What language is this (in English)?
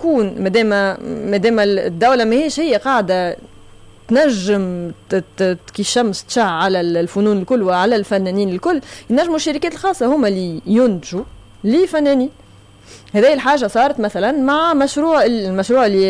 Tunisian Arabic